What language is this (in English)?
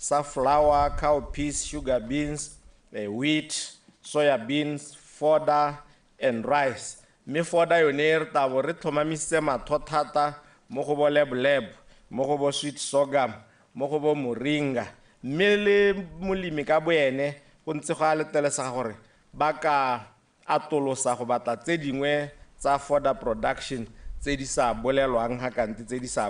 Tswana